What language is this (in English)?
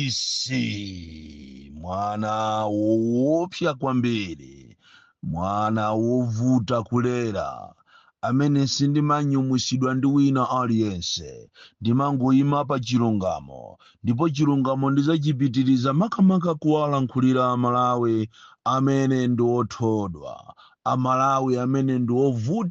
Nyanja